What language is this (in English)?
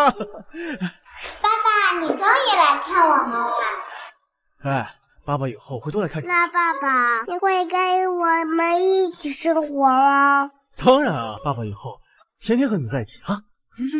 Chinese